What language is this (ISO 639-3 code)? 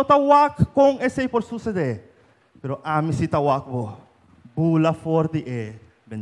pap